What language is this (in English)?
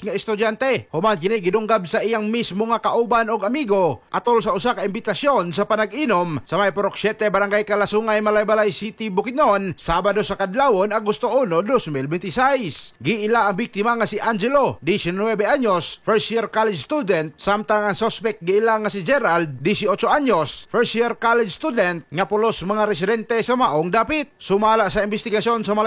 Cebuano